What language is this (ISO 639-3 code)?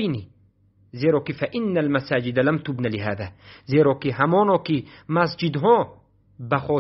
fas